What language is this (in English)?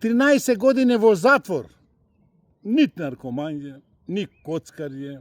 Macedonian